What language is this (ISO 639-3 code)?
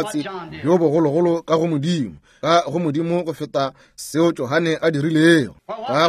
nso